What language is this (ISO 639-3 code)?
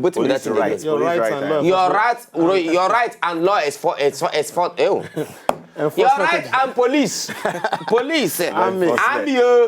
pcm